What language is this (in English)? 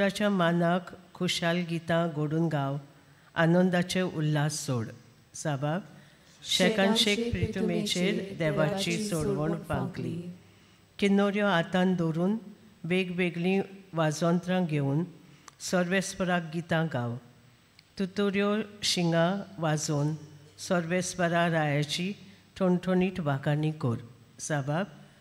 Konkani